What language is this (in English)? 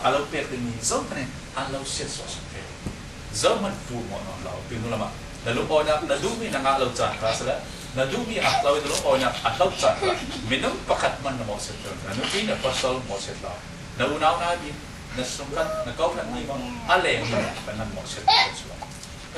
Falam Chin